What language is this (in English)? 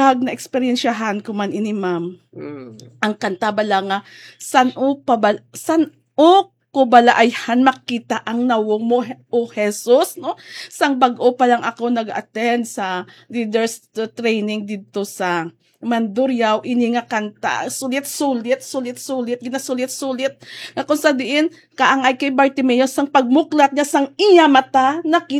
Hiligaynon